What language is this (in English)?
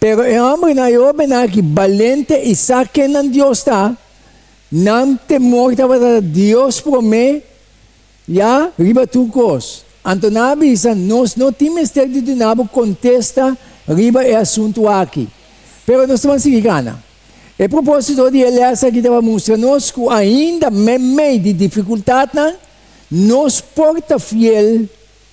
Papiamento